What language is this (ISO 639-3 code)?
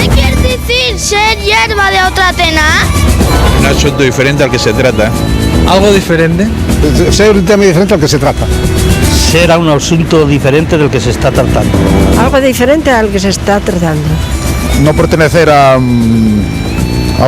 ast